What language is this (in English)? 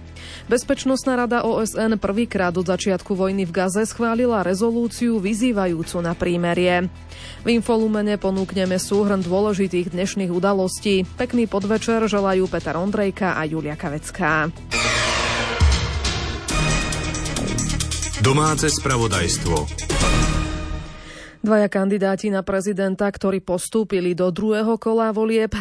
Slovak